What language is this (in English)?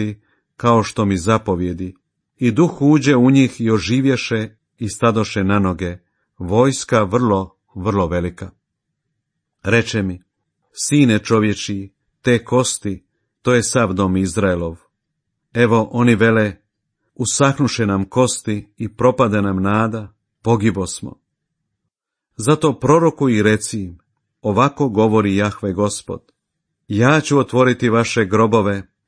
Croatian